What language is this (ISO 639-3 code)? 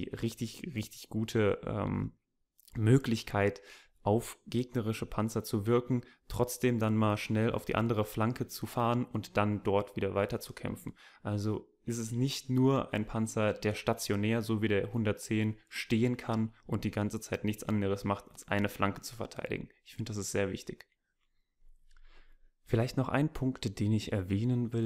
deu